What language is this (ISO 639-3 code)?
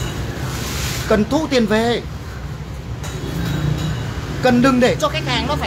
vie